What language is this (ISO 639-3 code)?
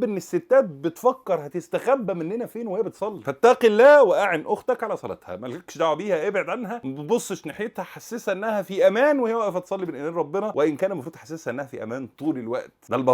arz